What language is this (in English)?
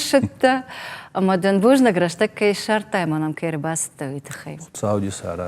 Ossetic